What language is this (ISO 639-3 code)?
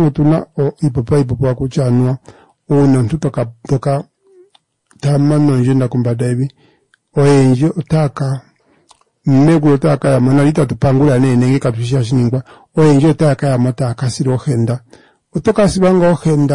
kua